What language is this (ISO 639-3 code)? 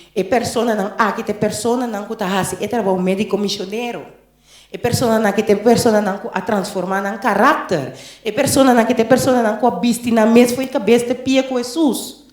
pap